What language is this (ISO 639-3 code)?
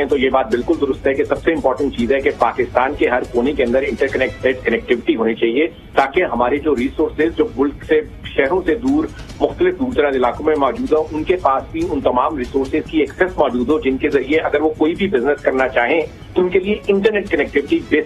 urd